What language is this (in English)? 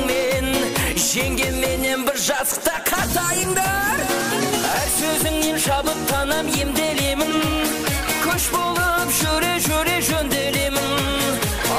Kara-Kalpak